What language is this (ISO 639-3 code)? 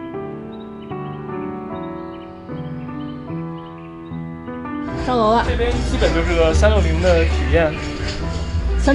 zho